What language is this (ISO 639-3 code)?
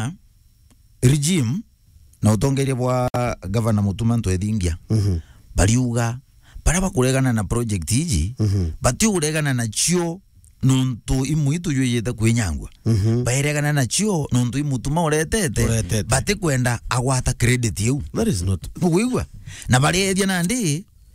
mer